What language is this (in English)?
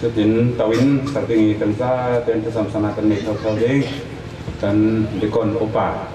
Falam Chin